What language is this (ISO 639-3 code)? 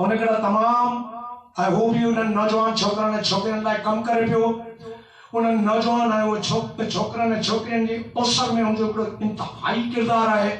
snd